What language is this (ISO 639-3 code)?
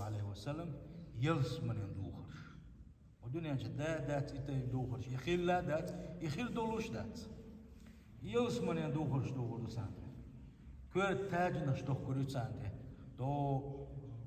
che